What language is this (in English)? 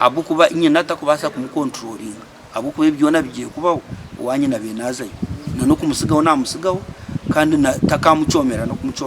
Nyankole